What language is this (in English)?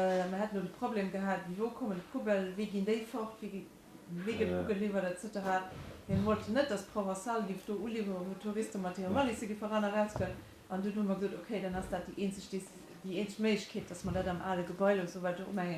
Luxembourgish